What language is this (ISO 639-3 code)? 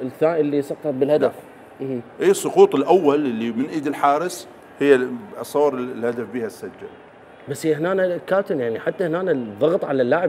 acm